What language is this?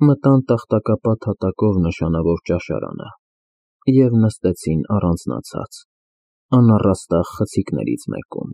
Armenian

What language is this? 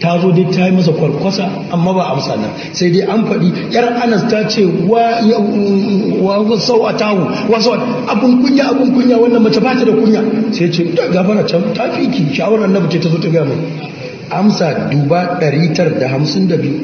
Hausa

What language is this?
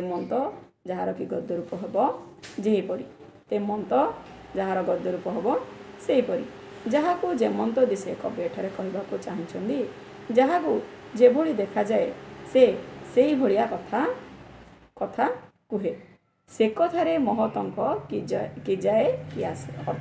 Odia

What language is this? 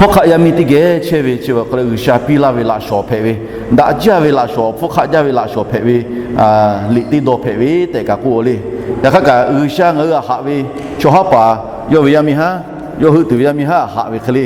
Lahu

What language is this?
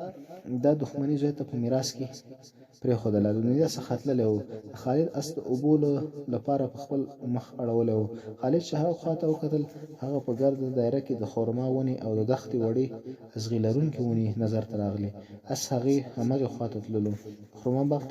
Pashto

